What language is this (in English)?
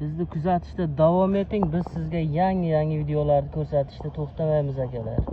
Uzbek